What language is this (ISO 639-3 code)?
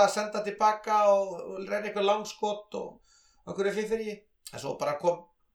isl